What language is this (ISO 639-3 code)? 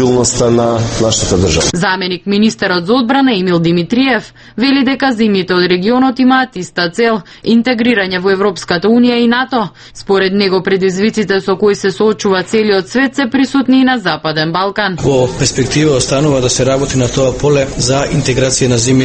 mkd